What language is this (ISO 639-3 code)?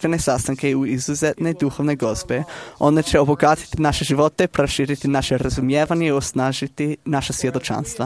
srp